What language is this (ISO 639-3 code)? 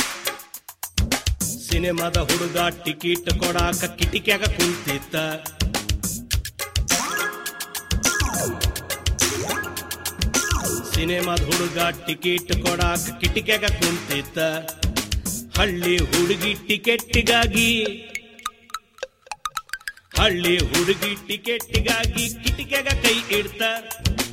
kan